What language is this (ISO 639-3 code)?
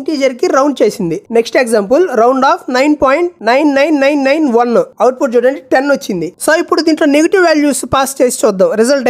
tel